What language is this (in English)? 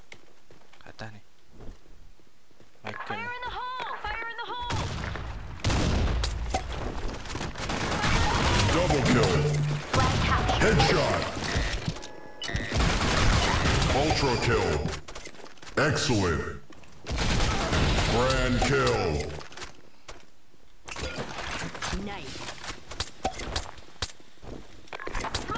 Malay